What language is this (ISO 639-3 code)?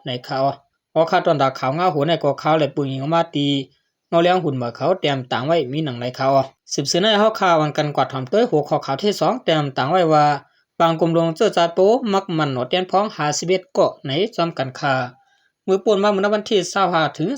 shn